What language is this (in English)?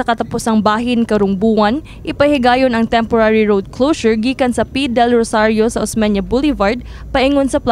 Cebuano